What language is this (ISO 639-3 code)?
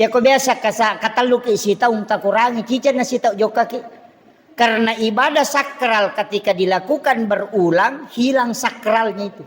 bug